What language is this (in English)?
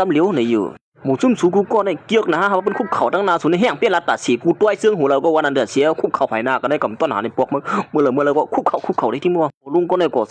Shan